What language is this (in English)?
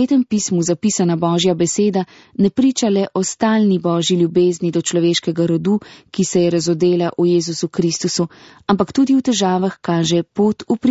Slovenian